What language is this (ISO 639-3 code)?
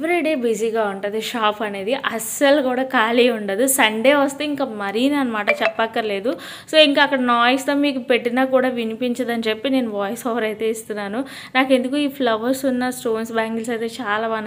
tel